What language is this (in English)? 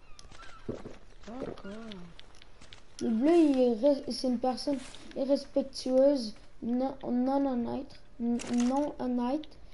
French